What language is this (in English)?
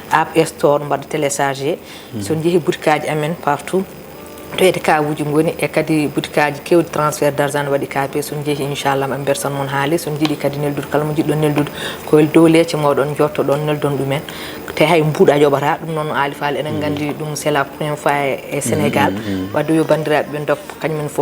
Fula